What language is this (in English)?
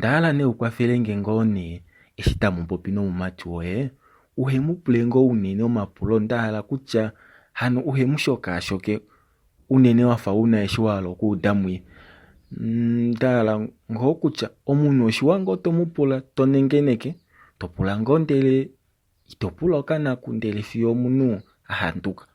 Kuanyama